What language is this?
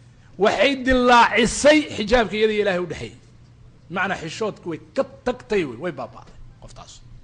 Somali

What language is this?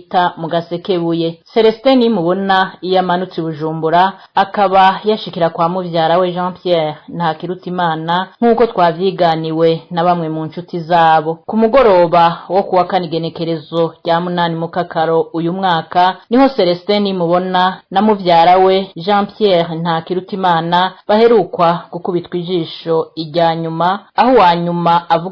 Rundi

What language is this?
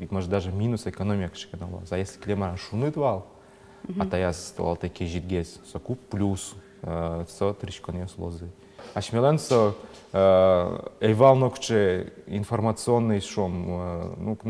Udmurt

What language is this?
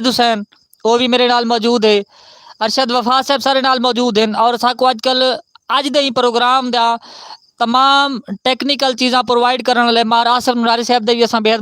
Saraiki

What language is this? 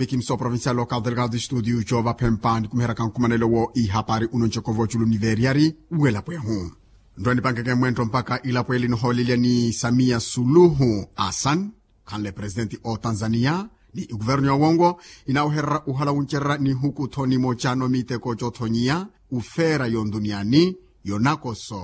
Makhuwa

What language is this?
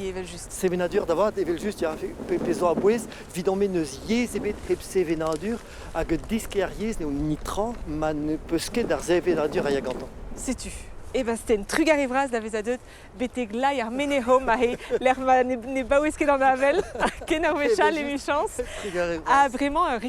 Breton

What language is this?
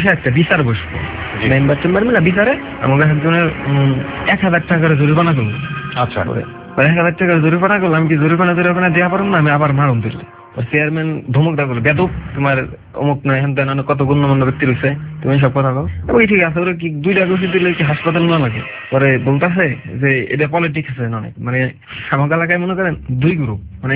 Bangla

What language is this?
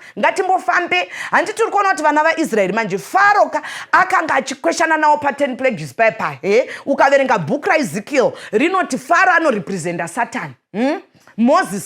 Shona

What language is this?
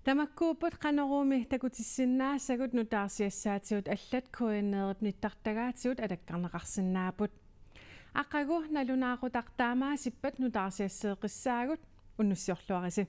Kalaallisut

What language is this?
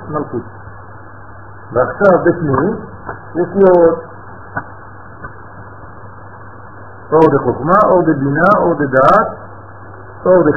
Hebrew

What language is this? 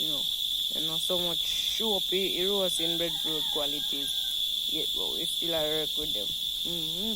Jamaican Creole English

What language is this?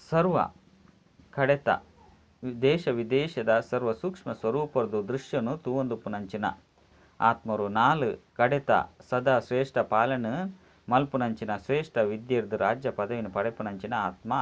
Tulu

